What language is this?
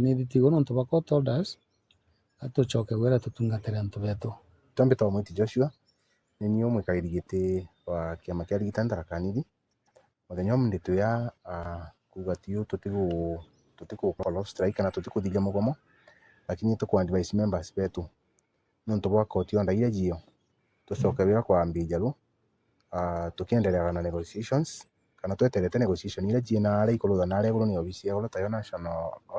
Meru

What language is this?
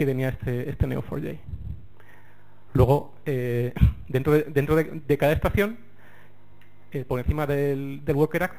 Spanish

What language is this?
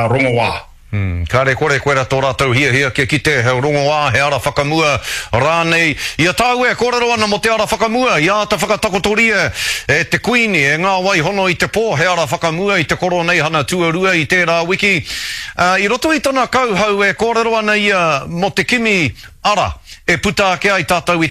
Māori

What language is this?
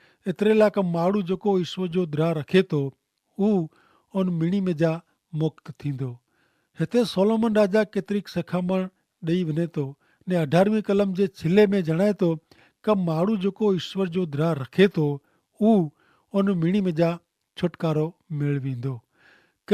Kachhi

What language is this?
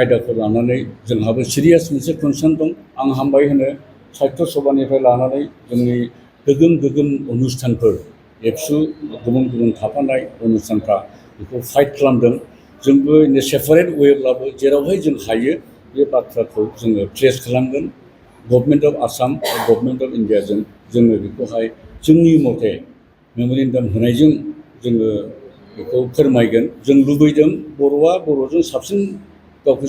Bodo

